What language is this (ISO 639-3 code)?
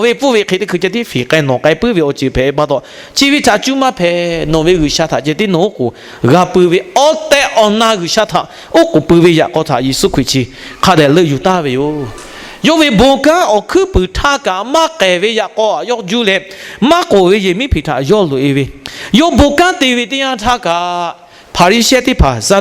lhu